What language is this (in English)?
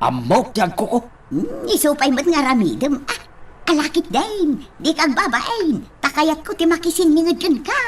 Iloko